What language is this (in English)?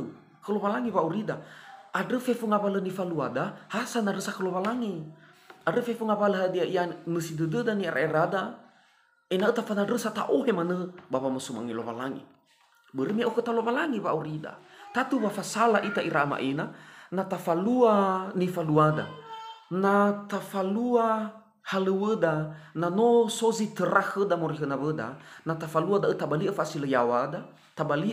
Nias